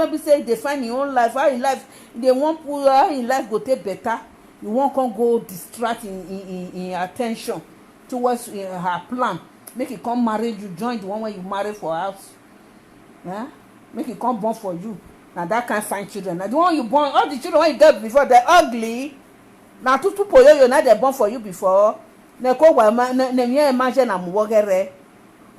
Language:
Nigerian Pidgin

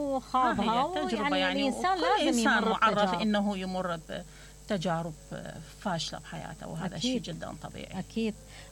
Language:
Mesopotamian Arabic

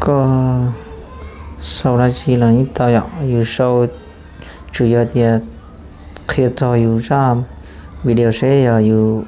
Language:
Hmong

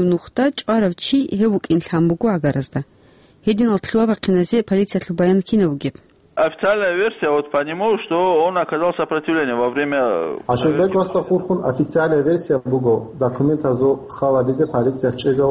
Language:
Avaric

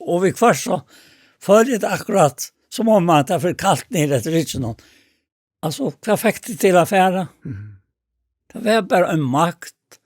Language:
Faroese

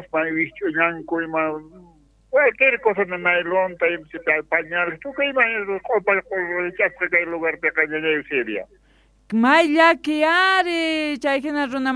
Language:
Quechua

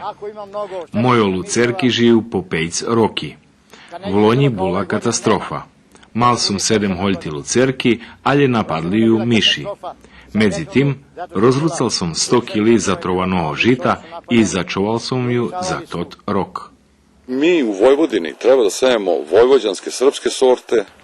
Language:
Rusyn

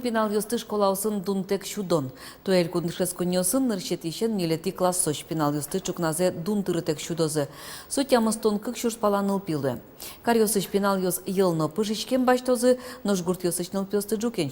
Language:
Udmurt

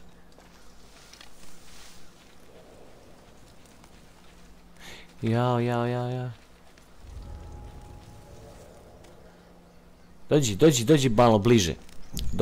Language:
Croatian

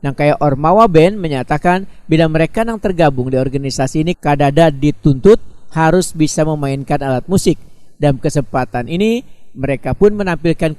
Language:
Banjar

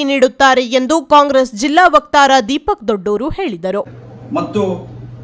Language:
Kannada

